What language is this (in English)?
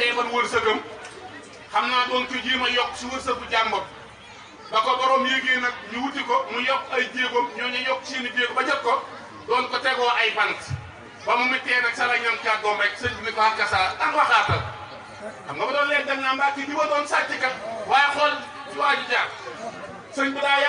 Wolof